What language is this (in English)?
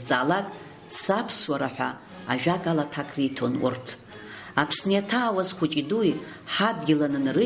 Abkhazian